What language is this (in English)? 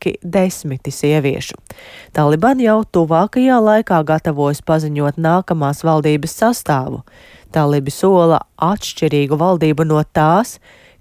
Latvian